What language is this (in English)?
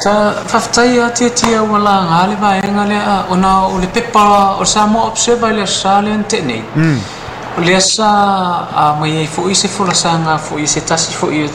Samoan